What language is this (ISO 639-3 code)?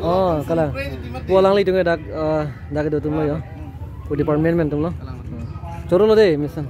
mjw